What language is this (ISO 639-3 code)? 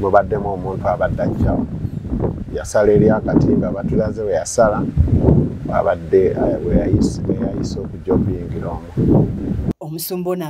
lug